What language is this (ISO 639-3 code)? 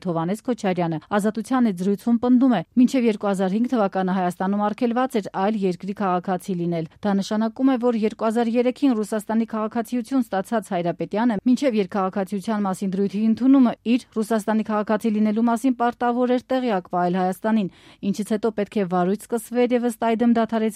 hye